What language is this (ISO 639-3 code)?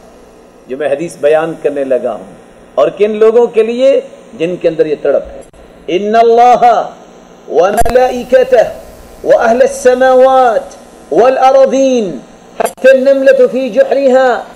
urd